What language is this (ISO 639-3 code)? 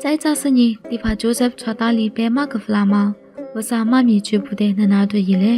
lis